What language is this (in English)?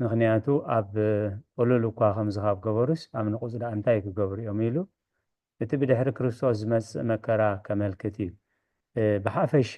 Tigrinya